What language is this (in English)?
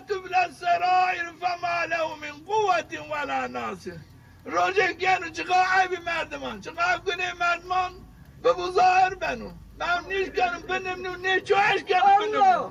Zaza